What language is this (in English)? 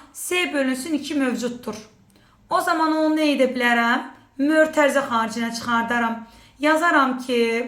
Azerbaijani